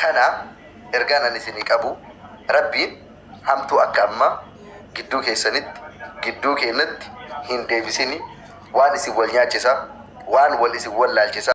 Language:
Oromo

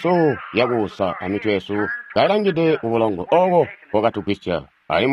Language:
Tonga (Zambia)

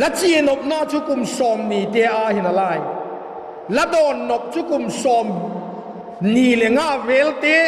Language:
Vaiphei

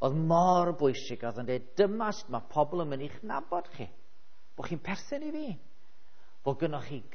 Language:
Welsh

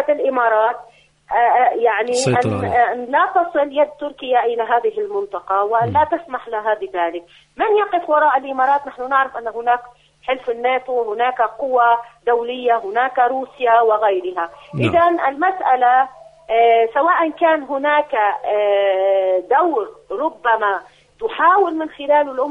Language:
Arabic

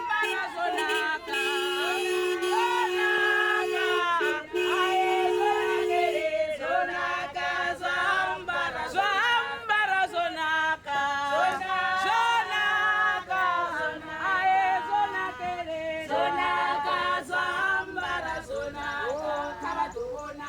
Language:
Venda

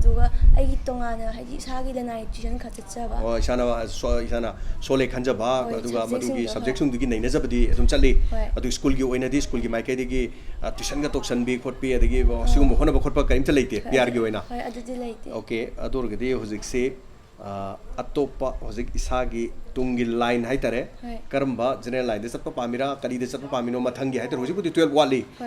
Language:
Manipuri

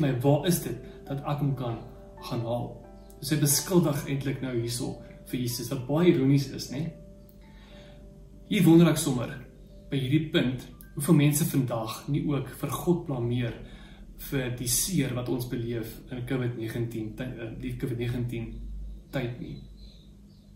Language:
Afrikaans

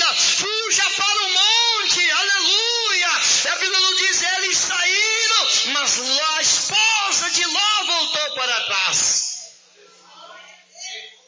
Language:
Portuguese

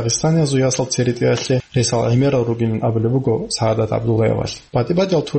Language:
Avaric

